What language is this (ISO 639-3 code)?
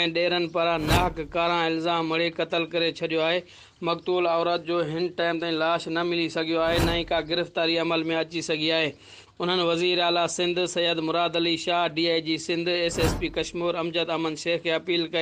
snd